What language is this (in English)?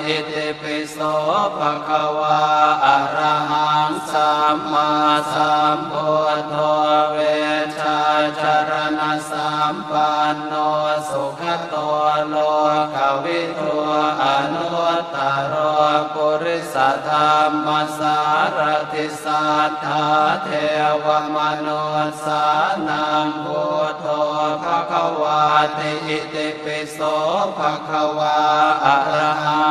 Pali